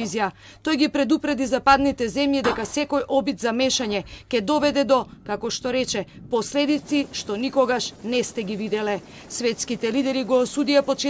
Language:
Macedonian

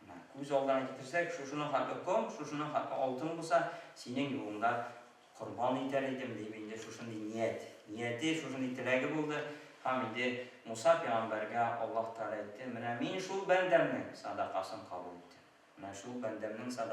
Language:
Tatar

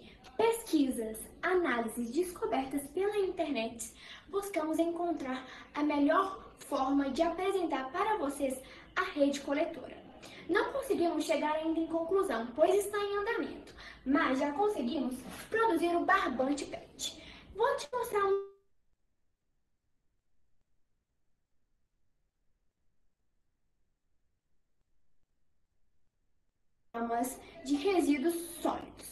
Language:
Portuguese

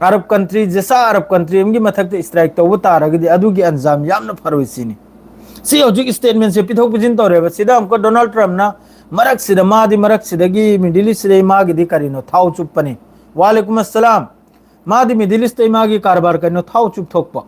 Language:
Manipuri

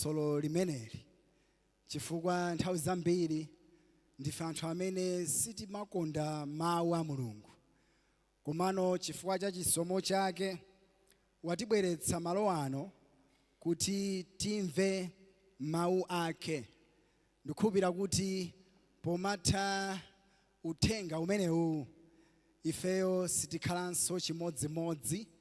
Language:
Nyanja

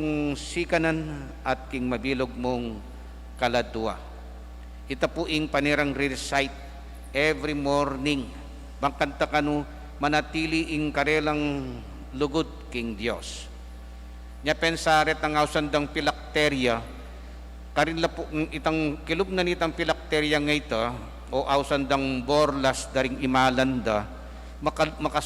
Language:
Pampanga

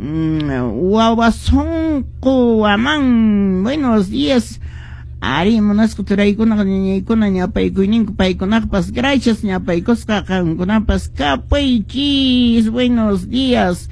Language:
Quechua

